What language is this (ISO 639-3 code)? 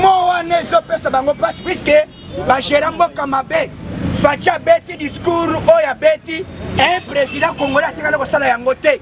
lin